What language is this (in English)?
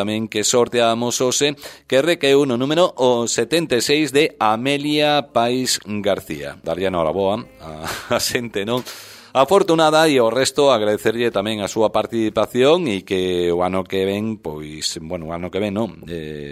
Galician